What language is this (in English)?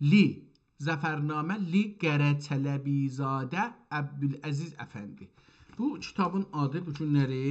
South Azerbaijani